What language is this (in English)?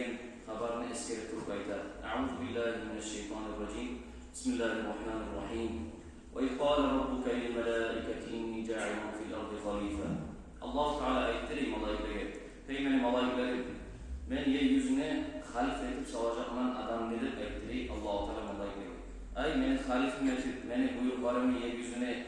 Kumyk